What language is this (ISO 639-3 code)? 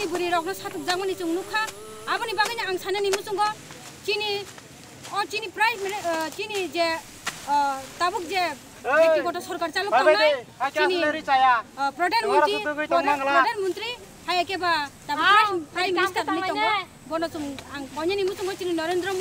trp